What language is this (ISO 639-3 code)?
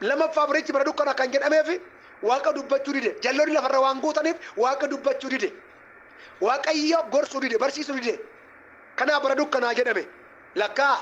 orm